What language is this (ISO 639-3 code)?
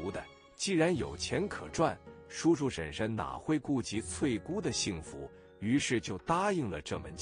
zho